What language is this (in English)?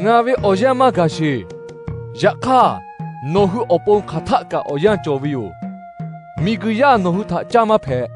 Lahu